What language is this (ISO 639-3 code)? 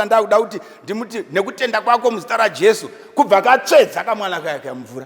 sna